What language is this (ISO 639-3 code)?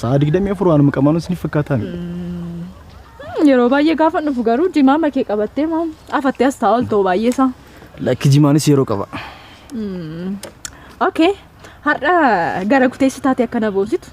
orm